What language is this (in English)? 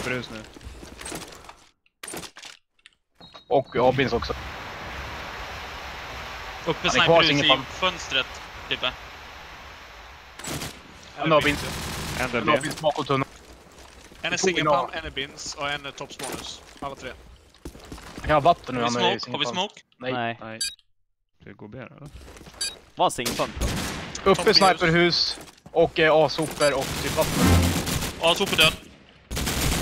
Swedish